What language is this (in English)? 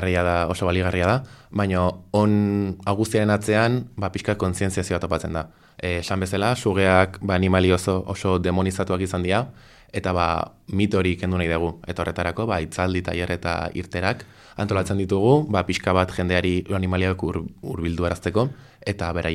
Basque